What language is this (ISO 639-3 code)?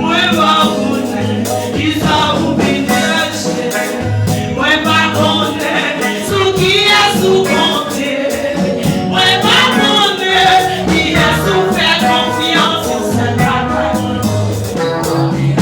hat